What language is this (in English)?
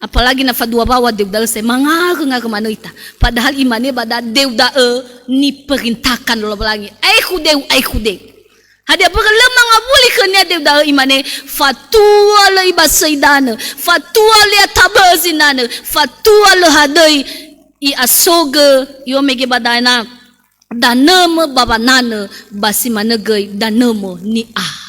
Nias